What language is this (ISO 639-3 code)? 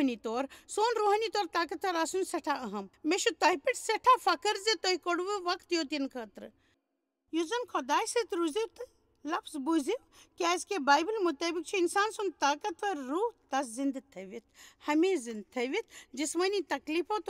kas